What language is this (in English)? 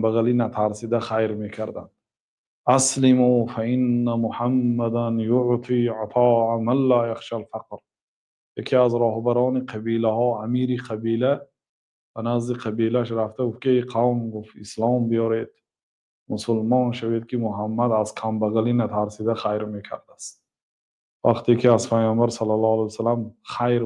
Tajik